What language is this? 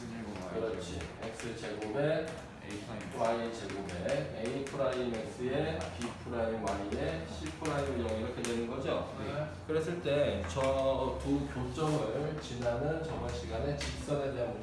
Korean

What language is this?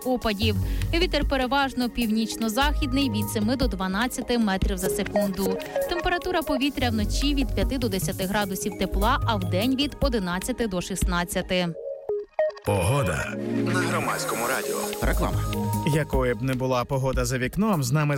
Ukrainian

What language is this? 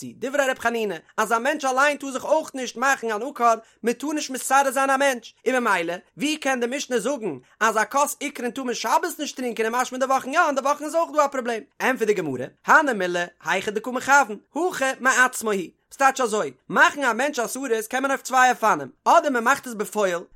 Yiddish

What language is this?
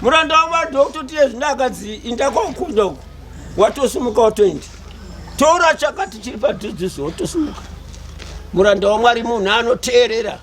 Shona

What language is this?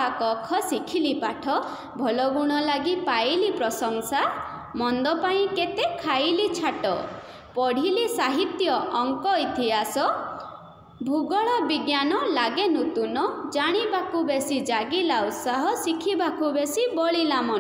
Odia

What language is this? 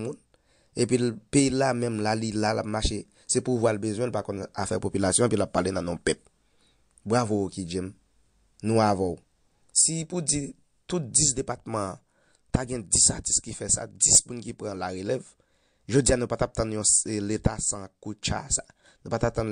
Haitian Creole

